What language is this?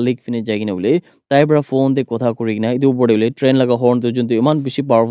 Naga Pidgin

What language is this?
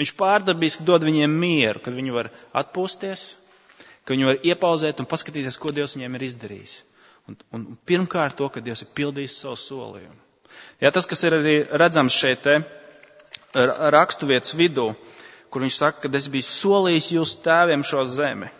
Latvian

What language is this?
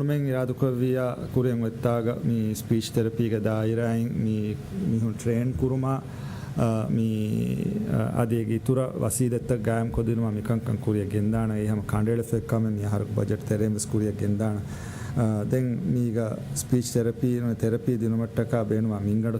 Divehi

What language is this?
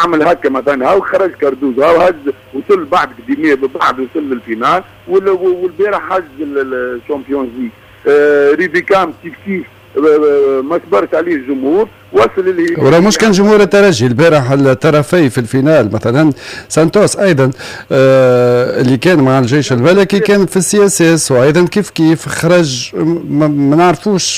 Tunisian Arabic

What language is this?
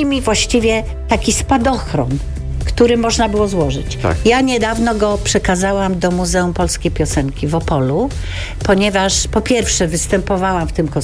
Polish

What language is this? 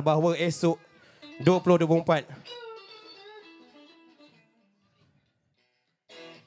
Malay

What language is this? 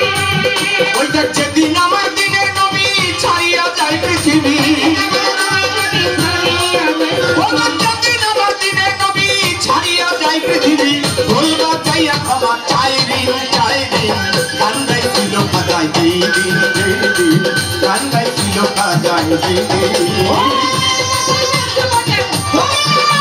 Bangla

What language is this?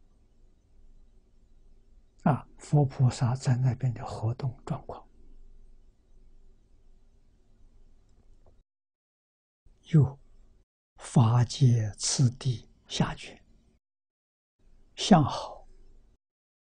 Chinese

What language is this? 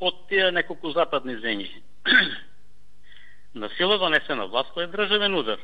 Macedonian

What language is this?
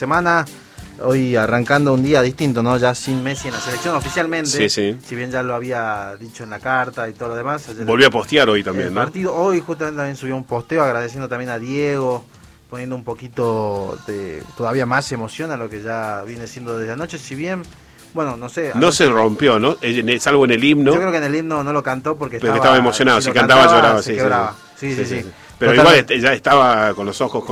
Spanish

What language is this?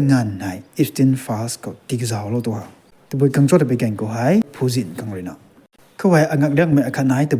Rongmei Naga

